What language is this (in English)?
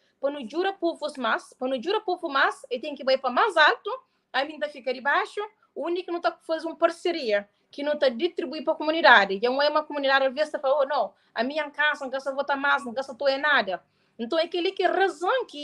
Kabuverdianu